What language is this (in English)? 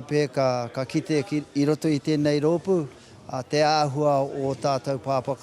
Māori